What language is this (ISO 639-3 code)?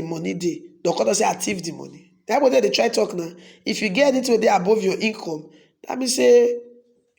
pcm